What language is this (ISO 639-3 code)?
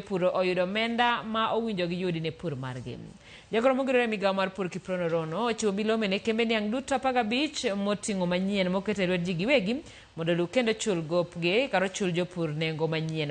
luo